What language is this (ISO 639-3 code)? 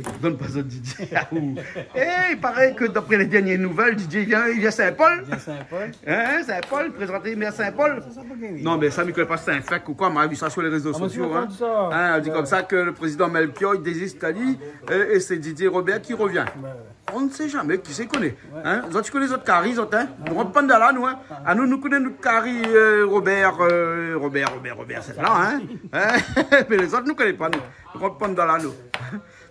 rcf